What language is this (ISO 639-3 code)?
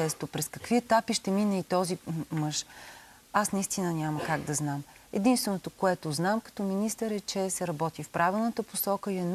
bul